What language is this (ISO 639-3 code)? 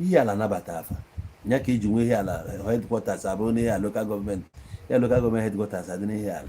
ibo